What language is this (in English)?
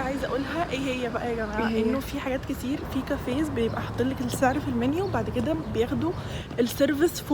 Egyptian Arabic